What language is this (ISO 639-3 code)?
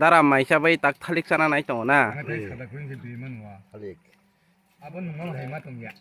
trp